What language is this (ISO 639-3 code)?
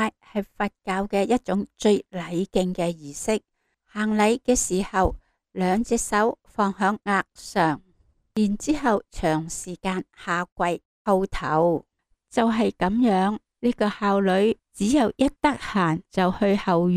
yue